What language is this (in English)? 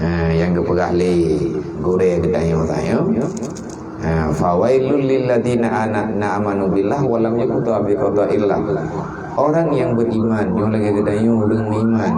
Achinese